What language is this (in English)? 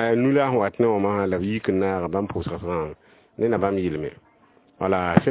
Mossi